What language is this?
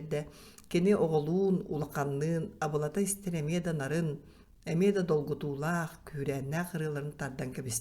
Yakut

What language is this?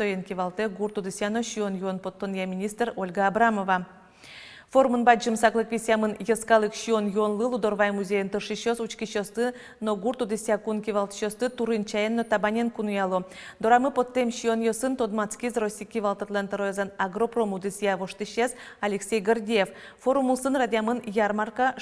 Udmurt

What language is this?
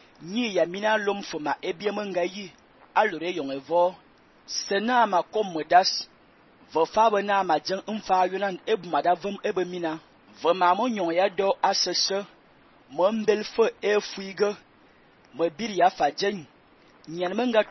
Fang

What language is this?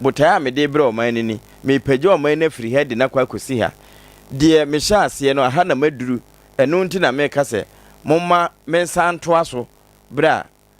Akan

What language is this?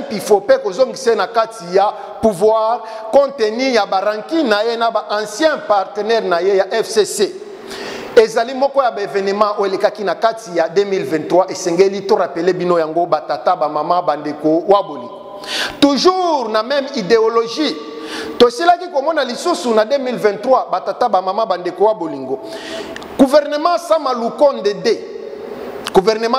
Lingala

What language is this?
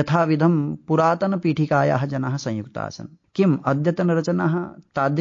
Sanskrit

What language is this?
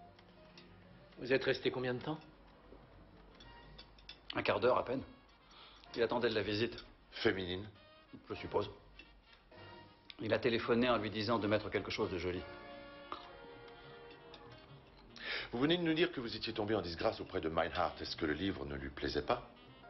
French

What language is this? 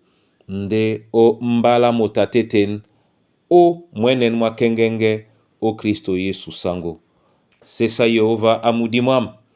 Duala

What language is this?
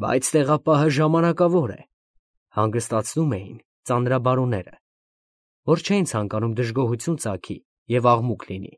Armenian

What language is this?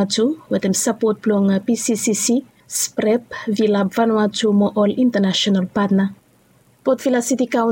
Bislama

